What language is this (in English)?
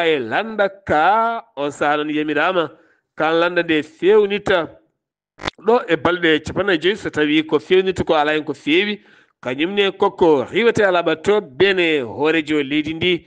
Fula